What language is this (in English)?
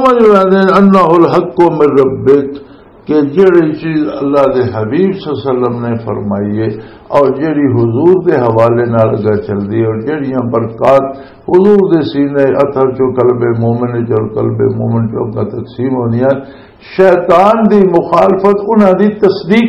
Western Panjabi